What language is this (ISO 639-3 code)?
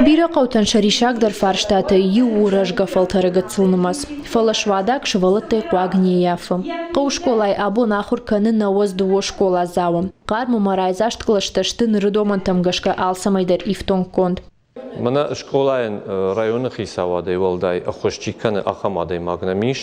oss